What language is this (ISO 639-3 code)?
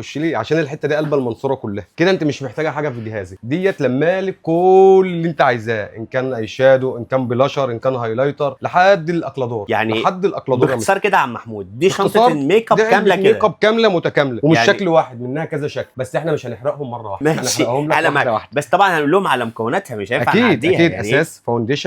arz